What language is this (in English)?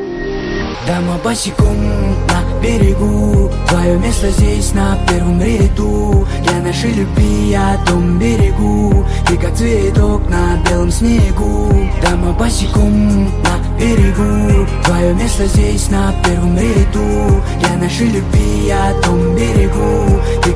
Russian